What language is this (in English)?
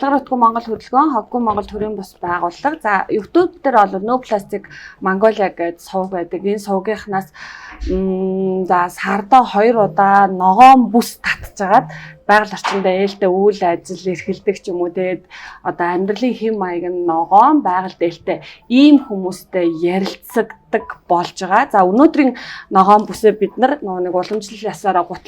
Mongolian